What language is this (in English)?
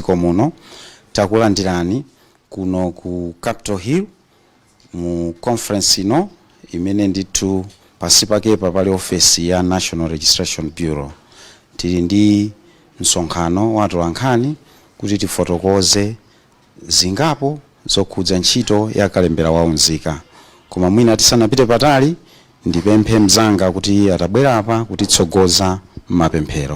Nyanja